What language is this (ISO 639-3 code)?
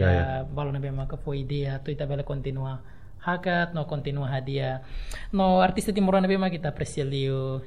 tet